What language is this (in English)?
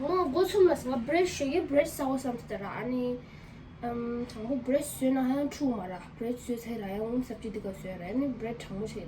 Tibetan